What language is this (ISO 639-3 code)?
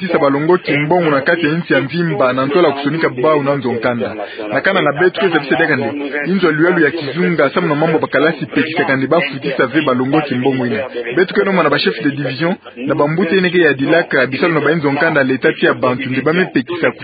ktu